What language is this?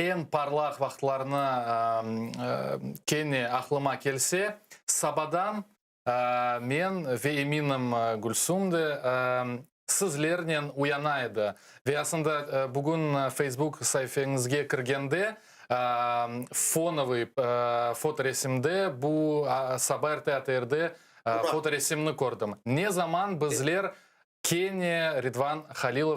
Crimean Tatar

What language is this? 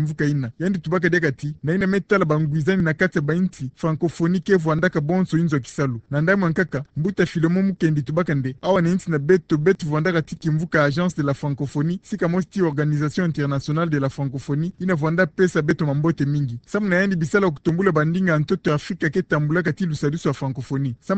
Kituba (Democratic Republic of Congo)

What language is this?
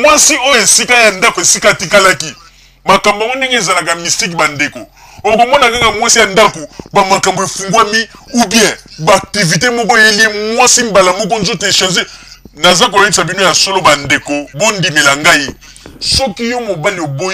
Lingala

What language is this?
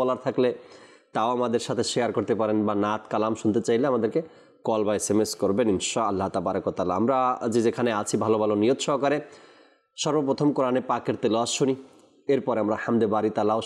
Bangla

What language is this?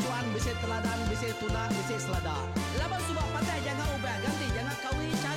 Iban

